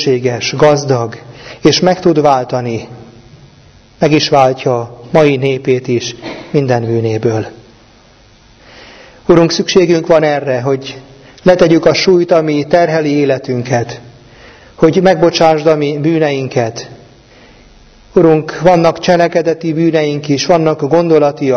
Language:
Hungarian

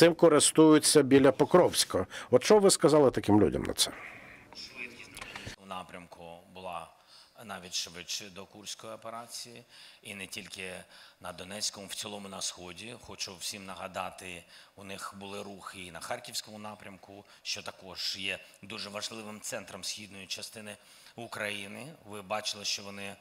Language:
Ukrainian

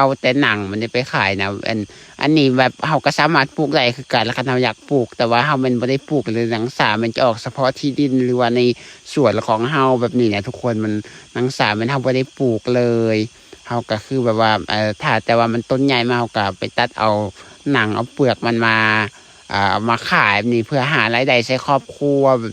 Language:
Lao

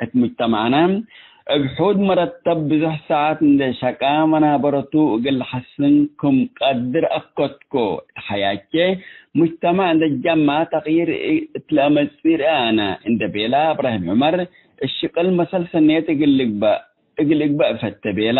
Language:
Tigre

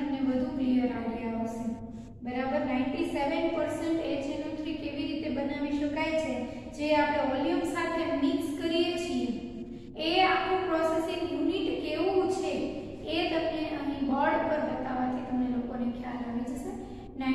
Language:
Gujarati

